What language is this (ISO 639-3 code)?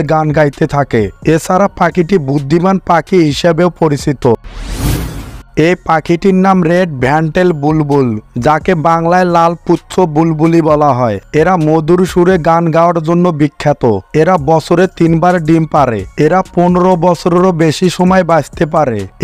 ben